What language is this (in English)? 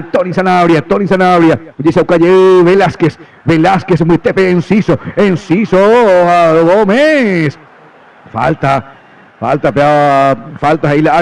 Guarani